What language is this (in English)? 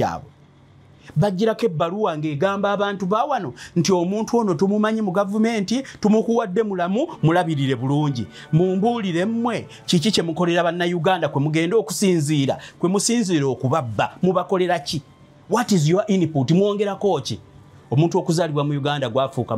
Ganda